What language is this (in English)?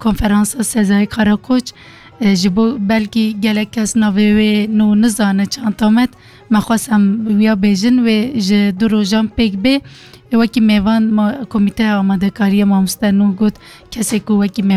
Kurdish